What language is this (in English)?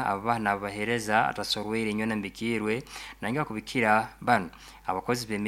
Nyoro